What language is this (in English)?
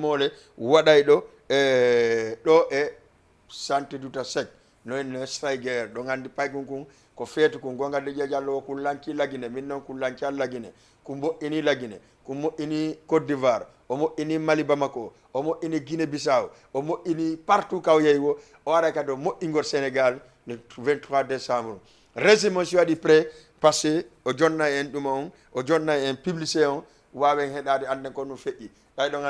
Fula